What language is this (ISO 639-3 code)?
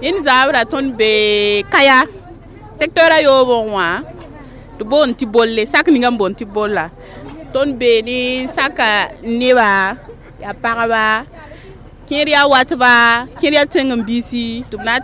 mos